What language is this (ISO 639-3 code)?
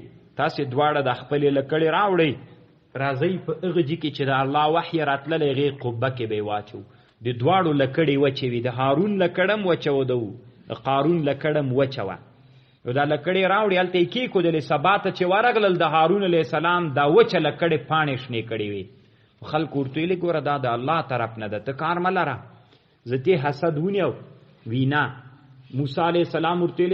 pus